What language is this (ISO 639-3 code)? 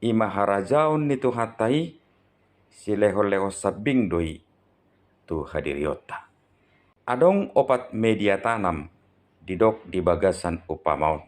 bbc